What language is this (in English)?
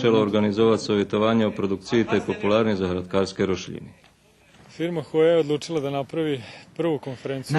Rusyn